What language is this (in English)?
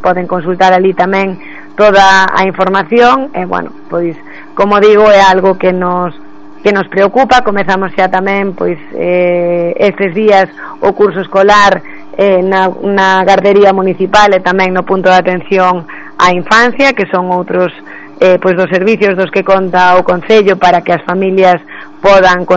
Galician